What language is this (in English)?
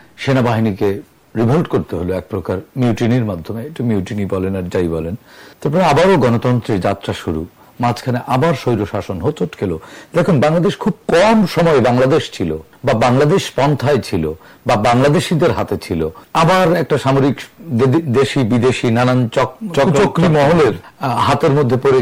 Bangla